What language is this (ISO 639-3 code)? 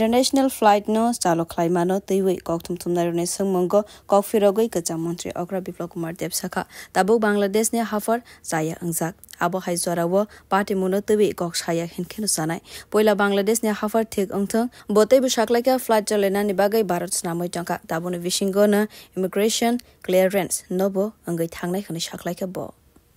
trp